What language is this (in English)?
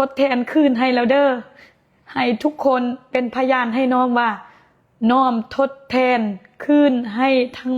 Lao